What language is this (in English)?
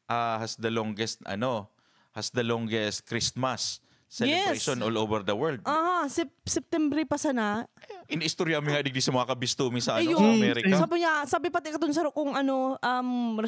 Bikol